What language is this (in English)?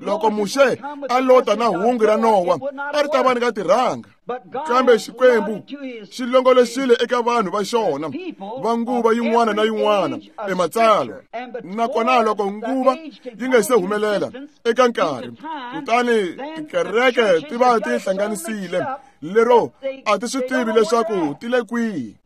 Tsonga